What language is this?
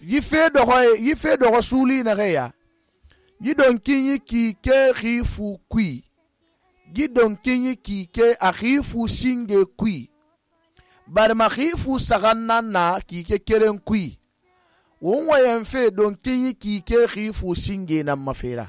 Susu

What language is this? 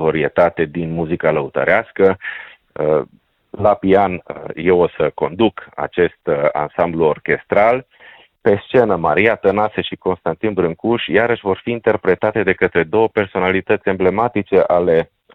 Romanian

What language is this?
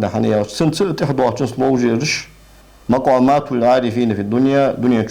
Ingush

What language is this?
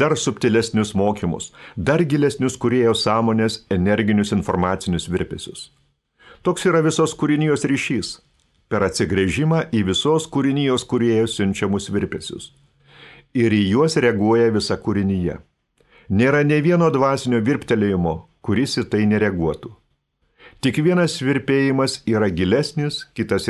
Lithuanian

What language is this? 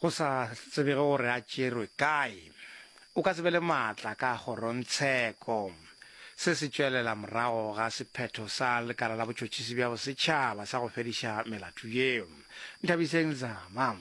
Northern Sotho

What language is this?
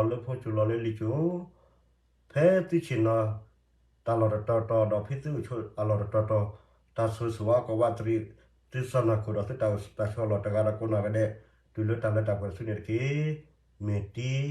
S'gaw Karen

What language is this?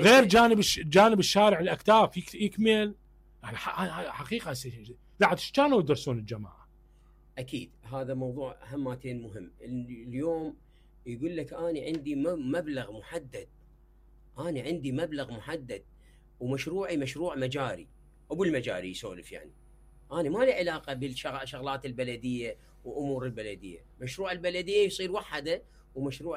Mesopotamian Arabic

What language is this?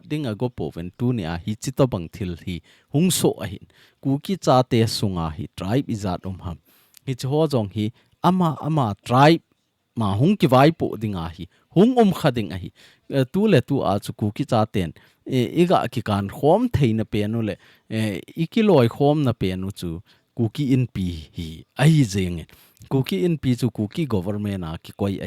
Thado Chin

